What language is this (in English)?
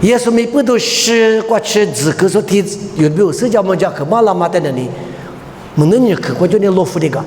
Lisu